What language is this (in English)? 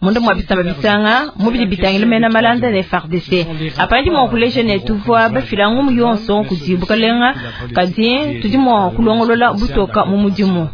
Luba-Lulua